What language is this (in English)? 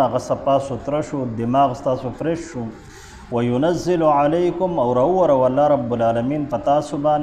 Pashto